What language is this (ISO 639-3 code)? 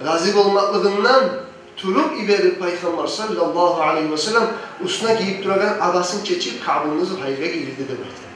kum